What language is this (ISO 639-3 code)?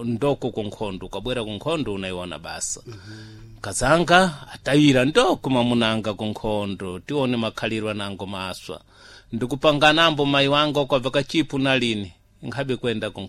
seh